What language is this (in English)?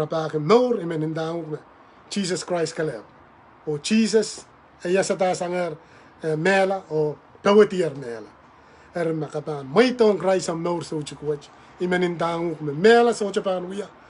Pohnpeian